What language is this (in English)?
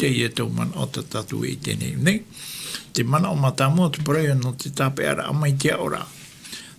Tahitian